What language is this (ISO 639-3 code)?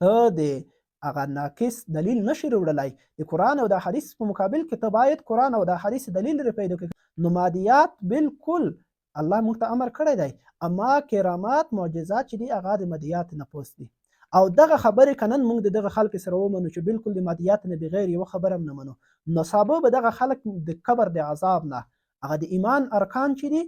pus